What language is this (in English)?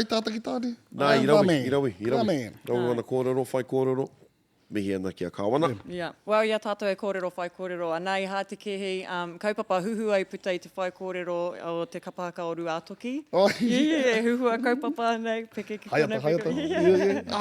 Māori